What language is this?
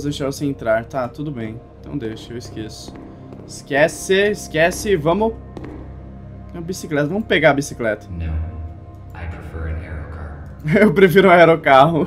Portuguese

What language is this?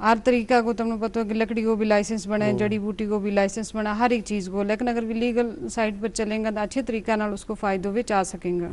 Gujari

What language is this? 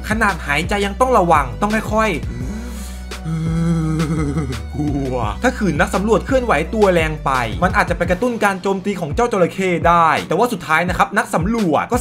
Thai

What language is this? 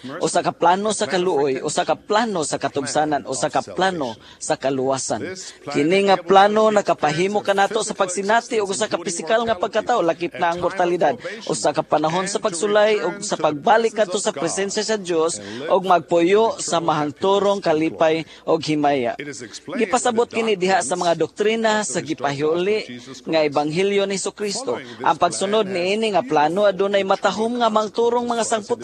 Cebuano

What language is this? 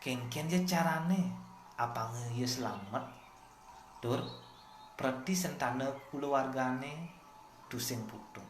Balinese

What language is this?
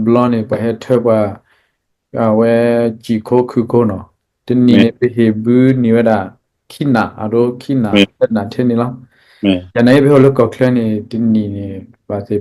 S'gaw Karen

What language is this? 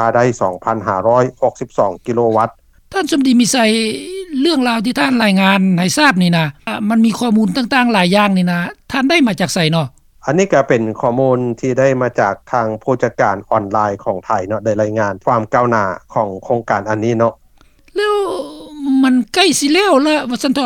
Lao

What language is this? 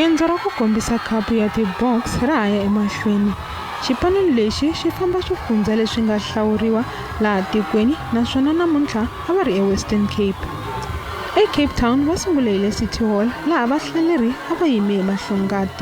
Tsonga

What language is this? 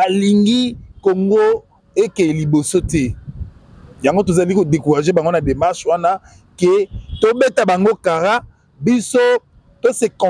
Lingala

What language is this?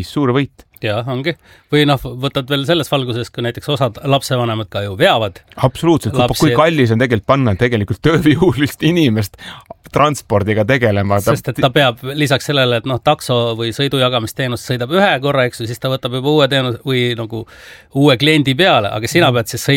Estonian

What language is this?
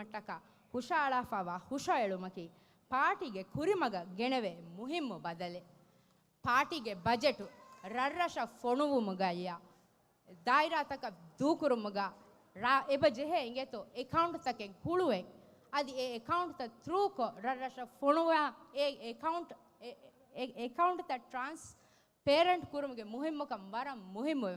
Divehi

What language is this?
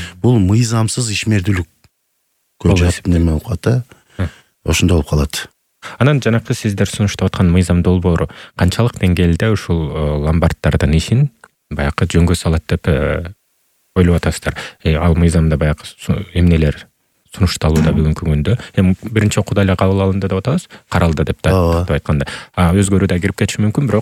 Kyrgyz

